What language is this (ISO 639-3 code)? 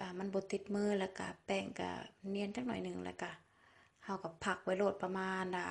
lao